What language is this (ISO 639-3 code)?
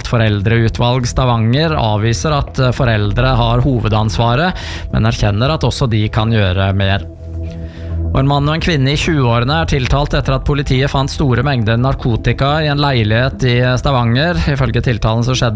nor